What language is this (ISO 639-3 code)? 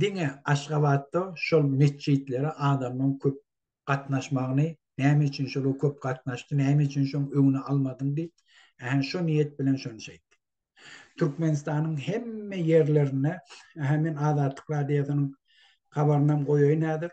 tuk